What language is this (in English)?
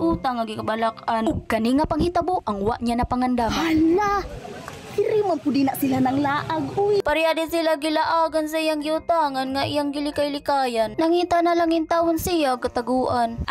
Cebuano